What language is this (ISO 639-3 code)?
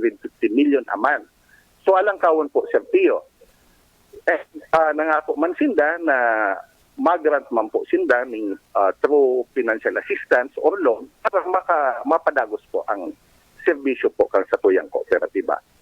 bik